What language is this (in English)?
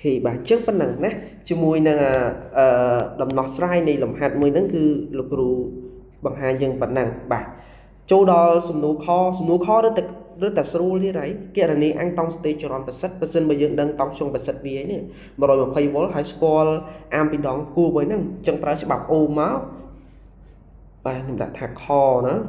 Khmer